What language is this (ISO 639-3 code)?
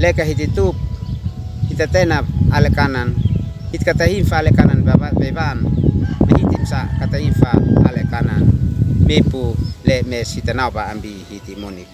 aoz